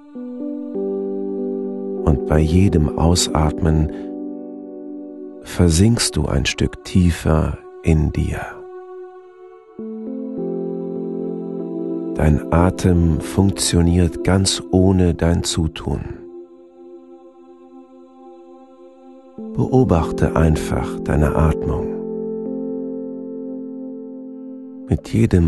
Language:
German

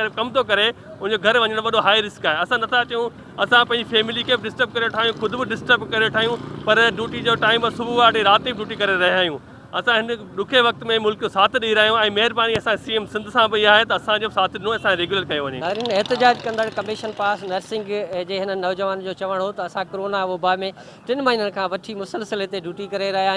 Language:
Sindhi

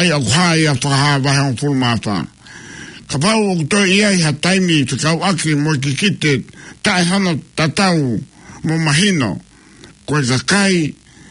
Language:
Tongan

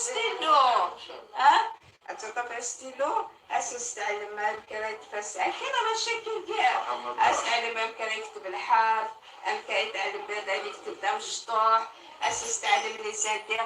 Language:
Kabyle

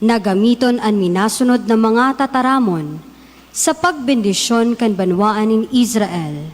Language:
Bikol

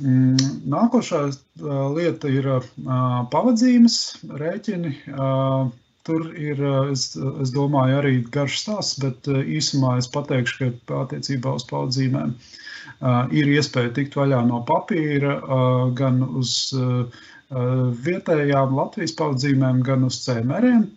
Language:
Latvian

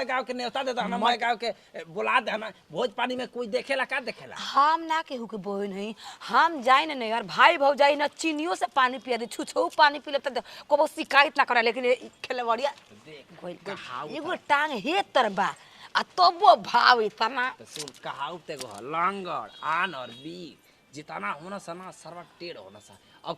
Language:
Bhojpuri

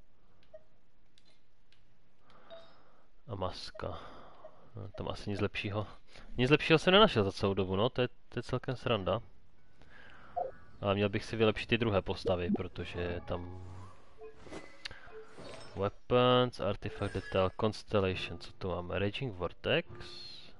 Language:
Czech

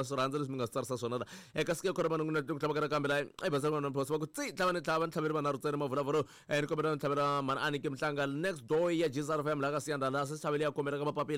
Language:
Tsonga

